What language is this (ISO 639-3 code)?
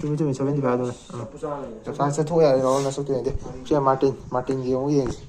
mni